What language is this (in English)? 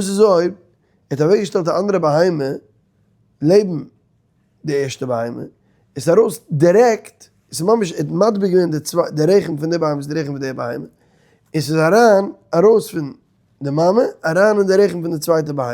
Yiddish